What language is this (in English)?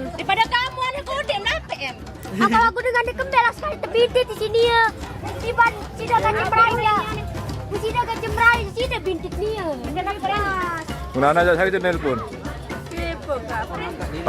Sasak